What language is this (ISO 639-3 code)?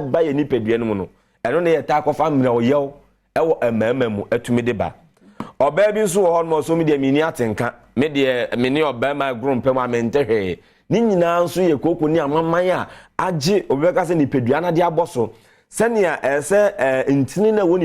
aka